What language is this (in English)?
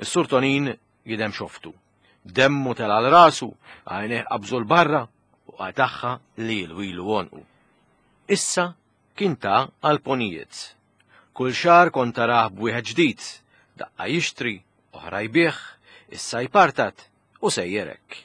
Maltese